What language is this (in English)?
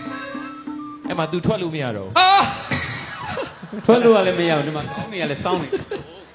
Burmese